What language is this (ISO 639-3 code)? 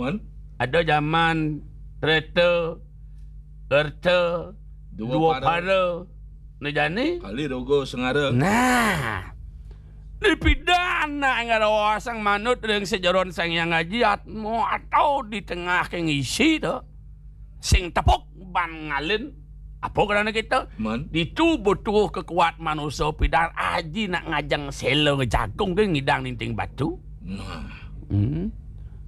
ban